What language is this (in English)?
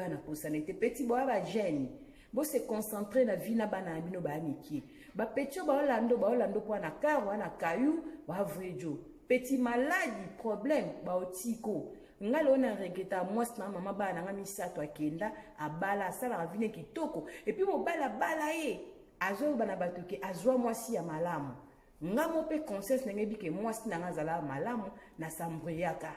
Lingala